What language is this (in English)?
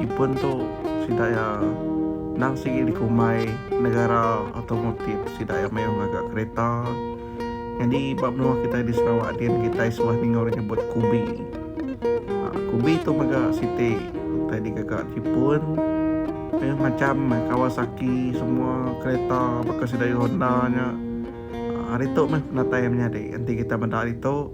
Iban